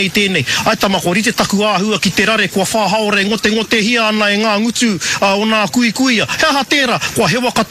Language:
Māori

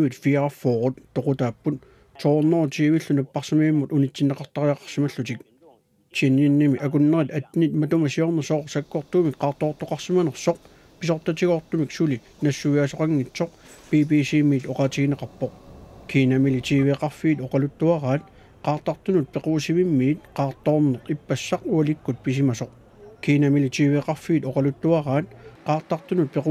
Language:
Kalaallisut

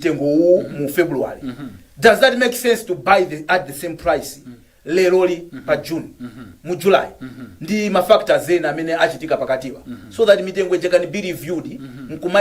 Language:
Nyanja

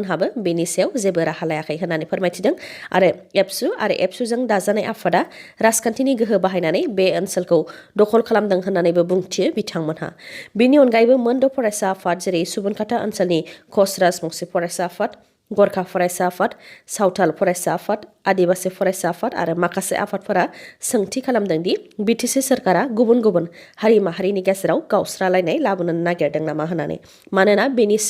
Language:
Bodo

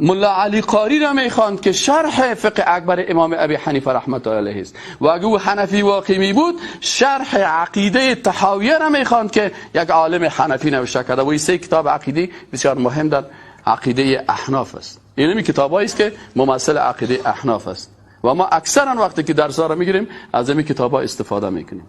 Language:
Persian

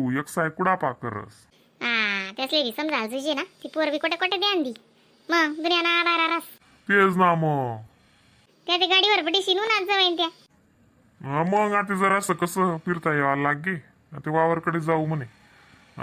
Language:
Khandesi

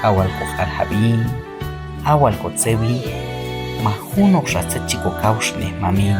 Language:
Q'anjob'al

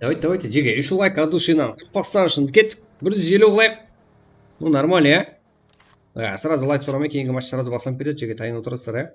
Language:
Kara-Kalpak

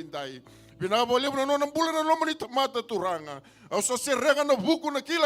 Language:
Fijian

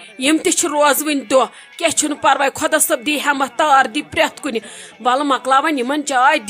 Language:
Kashmiri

